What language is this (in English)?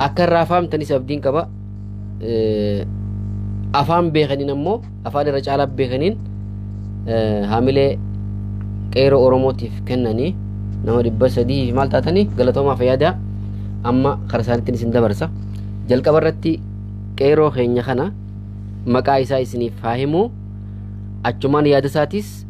Oromo